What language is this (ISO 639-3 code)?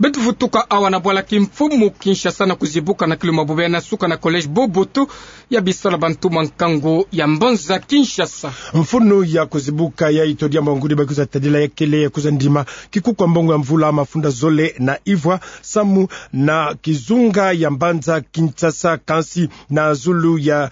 ktu